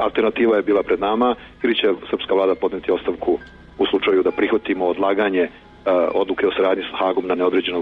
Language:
Serbian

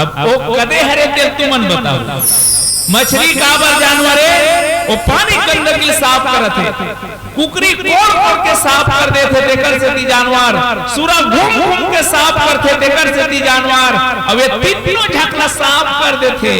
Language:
Chhattisgarhi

